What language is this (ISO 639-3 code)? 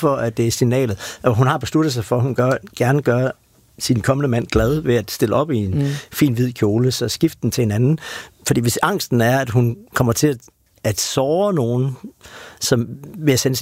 dan